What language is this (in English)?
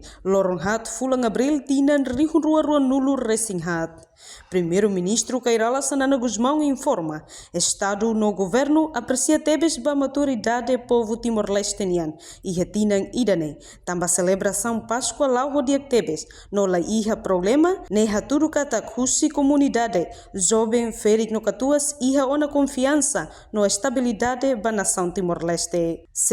Tetum